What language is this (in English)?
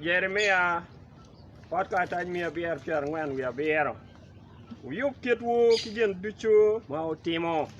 Acoli